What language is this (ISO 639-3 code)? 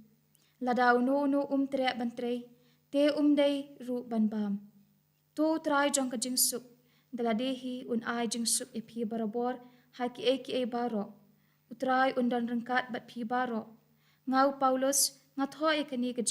kha